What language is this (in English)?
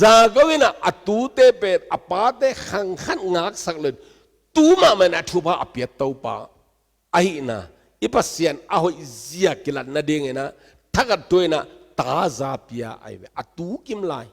Tedim Chin